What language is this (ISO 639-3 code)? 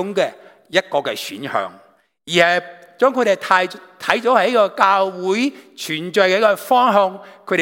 yue